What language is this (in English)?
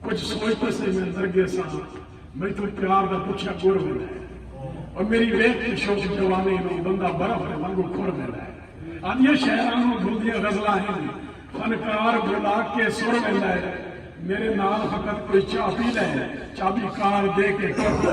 Saraiki